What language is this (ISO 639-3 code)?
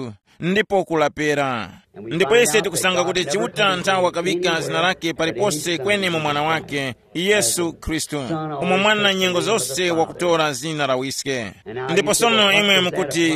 tum